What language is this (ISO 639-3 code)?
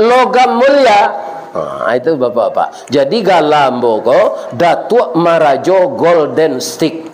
min